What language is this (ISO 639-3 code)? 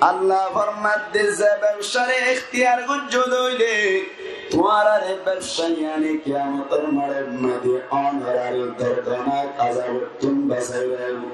rhg